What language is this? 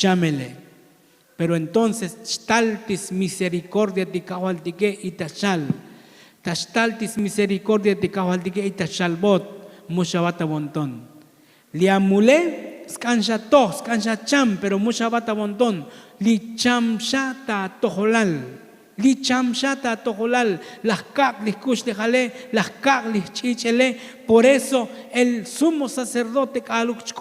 Tzotzil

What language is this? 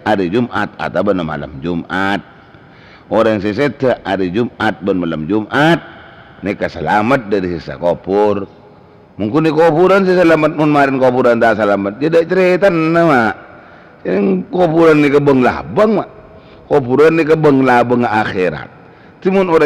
Madurese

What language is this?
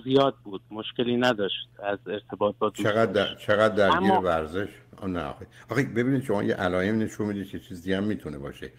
Persian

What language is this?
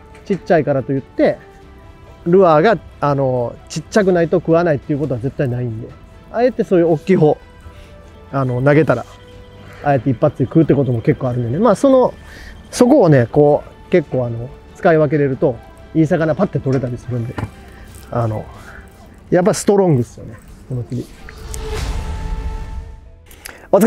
Japanese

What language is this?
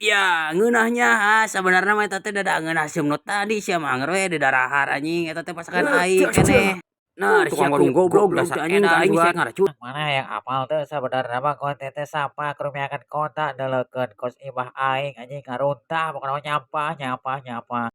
Sundanese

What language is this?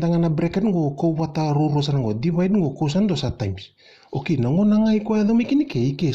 Fijian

